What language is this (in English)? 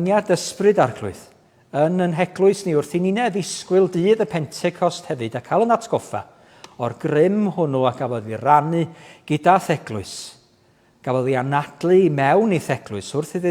Welsh